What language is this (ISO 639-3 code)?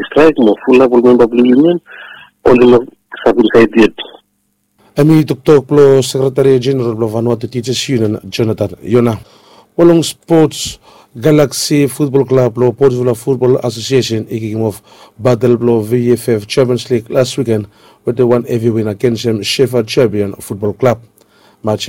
bis